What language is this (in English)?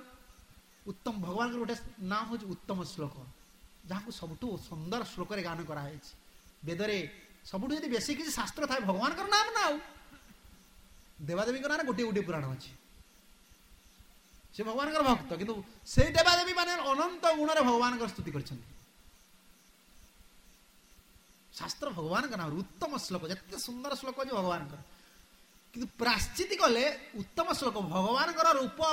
Odia